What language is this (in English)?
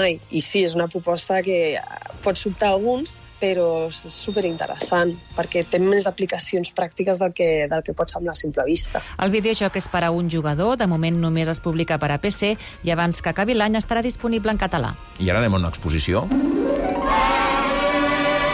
Catalan